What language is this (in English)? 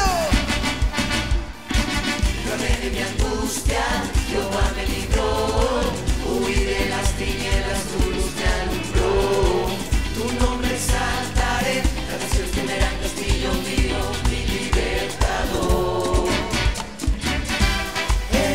Spanish